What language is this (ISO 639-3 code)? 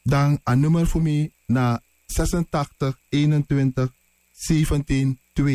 srn